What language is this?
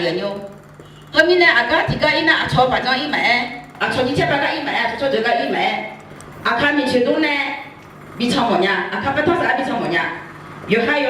Akha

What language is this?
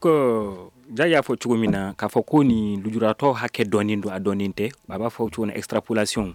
Bambara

